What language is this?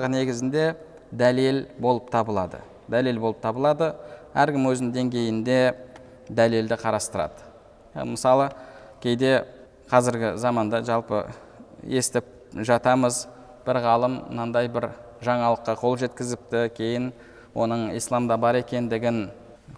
Kazakh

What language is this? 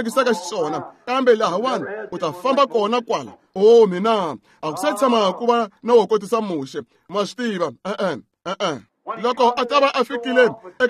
Tsonga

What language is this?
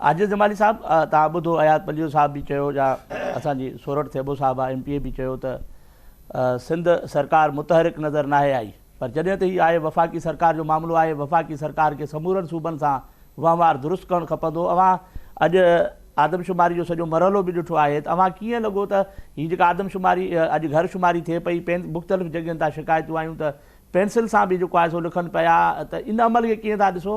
Sindhi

